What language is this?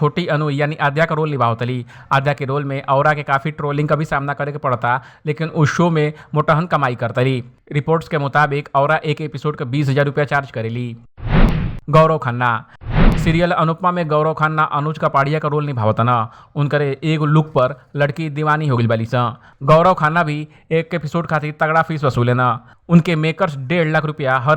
Bhojpuri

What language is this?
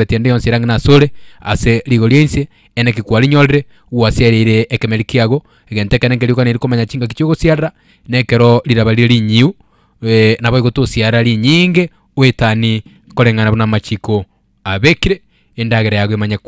Gusii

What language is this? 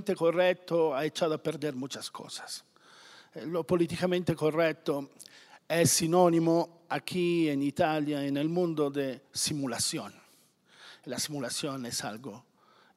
Spanish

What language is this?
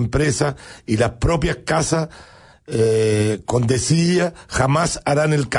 Spanish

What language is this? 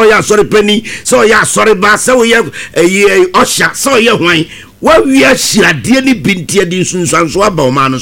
Akan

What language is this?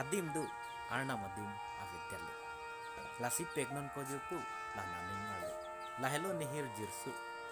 Karbi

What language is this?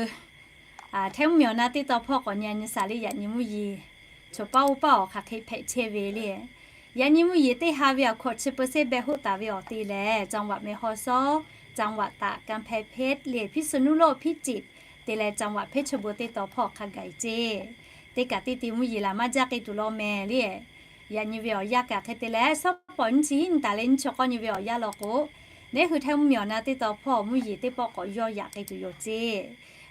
Lahu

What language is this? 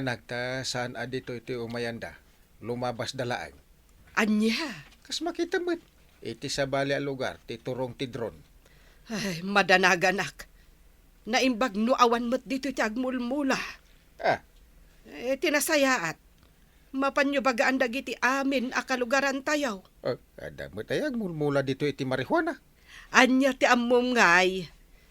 Iloko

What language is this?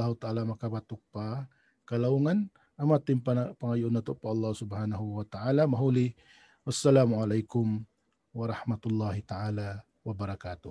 Tausug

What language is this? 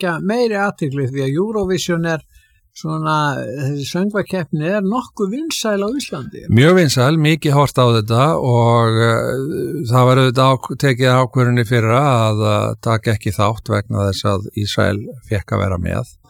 Icelandic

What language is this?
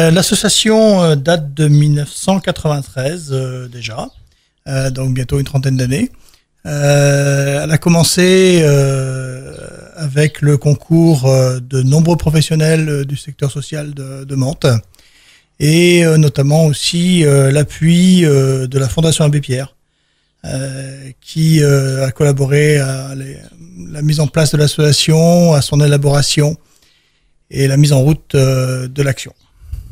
French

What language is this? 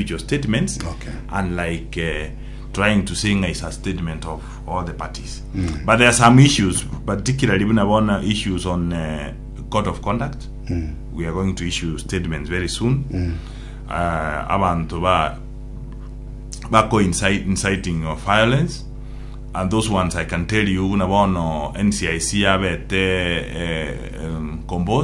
Gusii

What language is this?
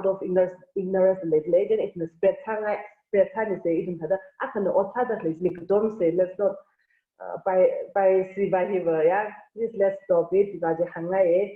Tangkhul Naga (India)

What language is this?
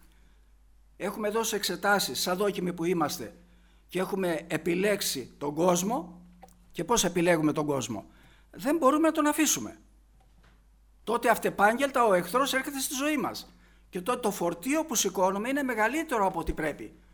Greek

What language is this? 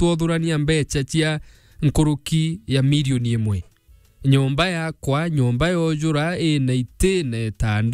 Meru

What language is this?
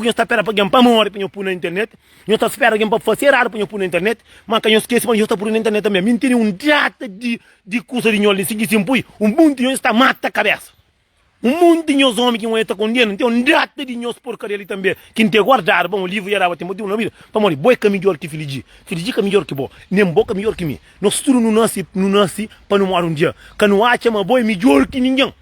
Kabuverdianu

